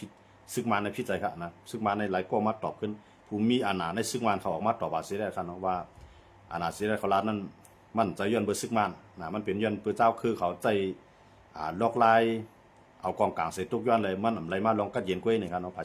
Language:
Shan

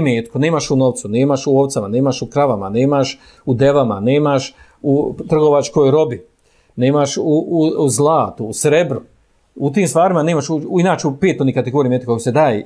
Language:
Bosnian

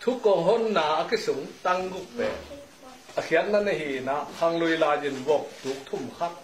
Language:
Tedim Chin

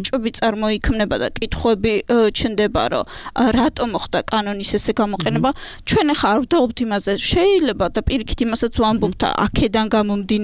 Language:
Georgian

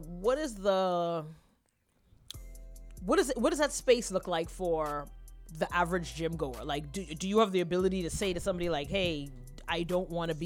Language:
English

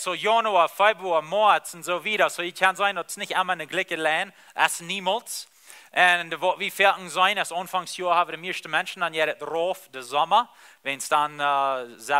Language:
Plautdietsch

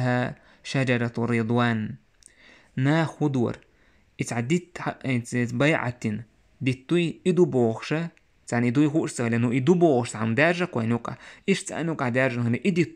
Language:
Chechen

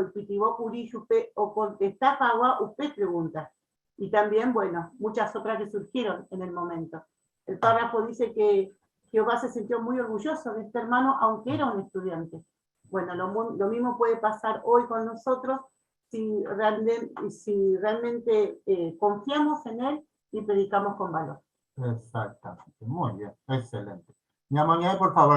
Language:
Guarani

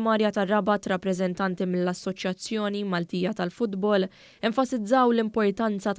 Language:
Maltese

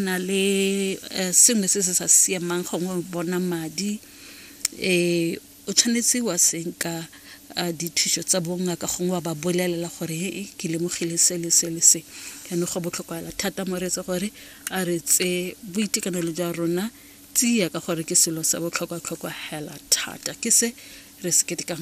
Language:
Tswana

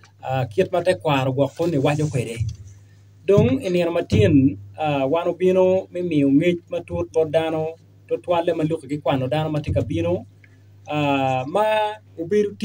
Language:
Acoli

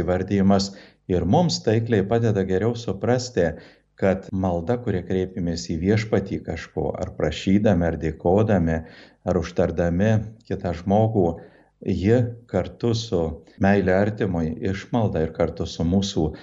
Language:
Lithuanian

